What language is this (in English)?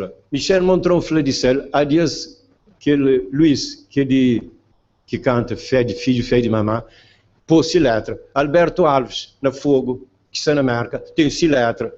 Kabuverdianu